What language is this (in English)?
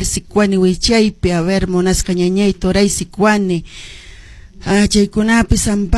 Quechua